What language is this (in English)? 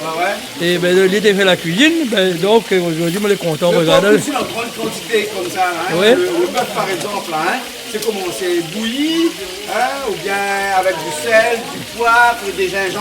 Réunion Creole French